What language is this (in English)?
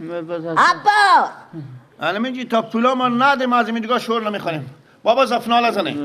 Persian